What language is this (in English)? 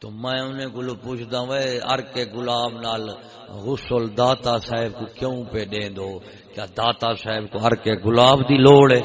Saraiki